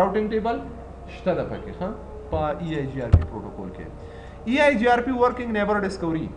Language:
Pashto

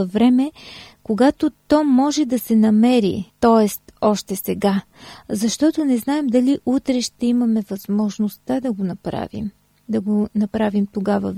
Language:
Bulgarian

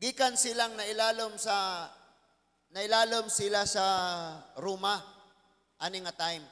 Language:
Cebuano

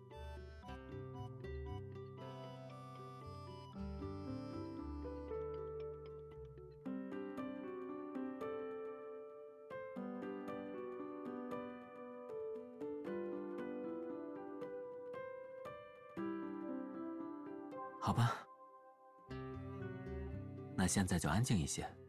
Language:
Chinese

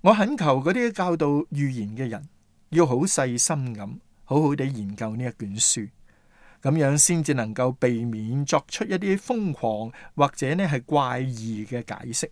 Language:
Cantonese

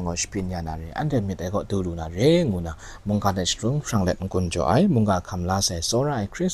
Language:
Kachin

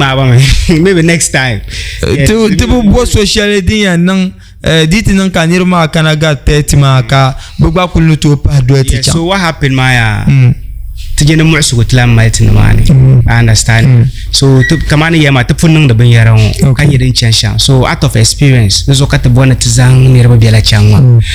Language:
Dagbani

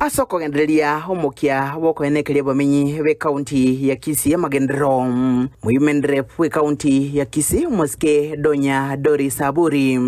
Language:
Gusii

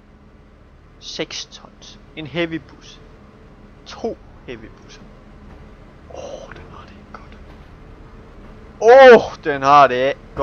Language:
Danish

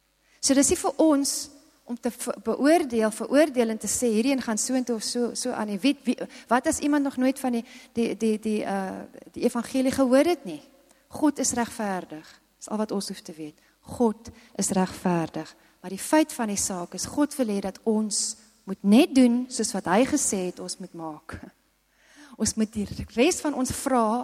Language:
Afrikaans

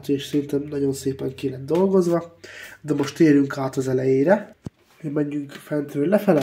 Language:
Hungarian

